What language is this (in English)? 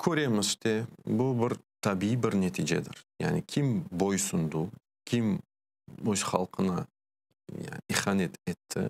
Crimean Tatar